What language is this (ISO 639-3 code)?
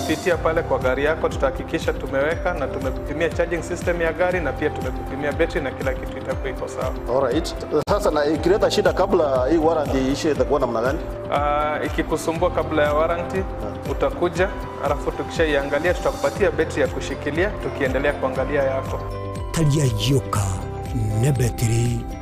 guz